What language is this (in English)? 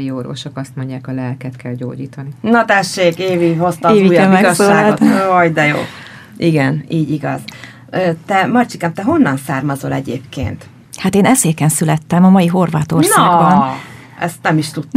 Hungarian